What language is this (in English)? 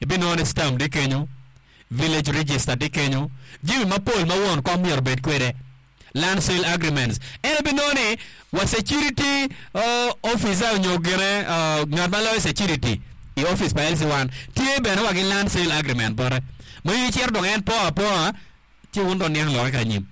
Acoli